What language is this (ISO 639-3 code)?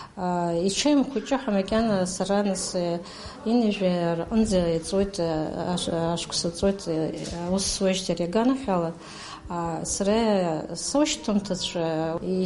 abk